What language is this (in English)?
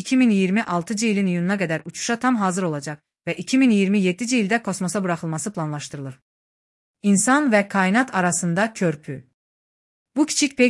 Azerbaijani